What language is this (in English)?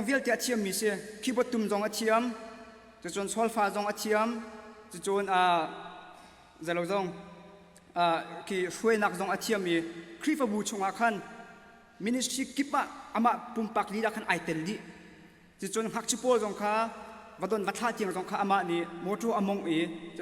Hakha Chin